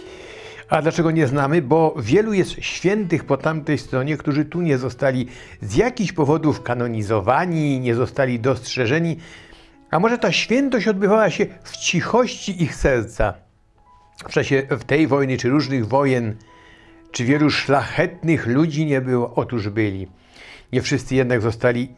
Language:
Polish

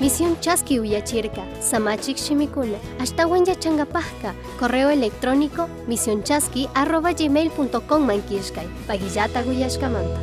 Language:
Chimborazo Highland Quichua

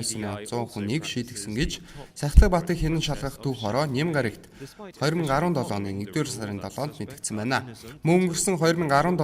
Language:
Mongolian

